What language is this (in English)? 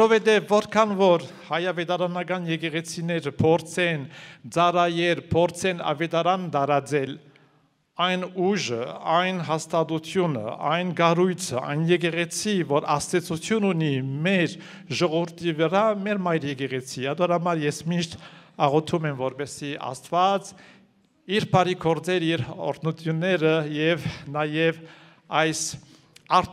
Armenian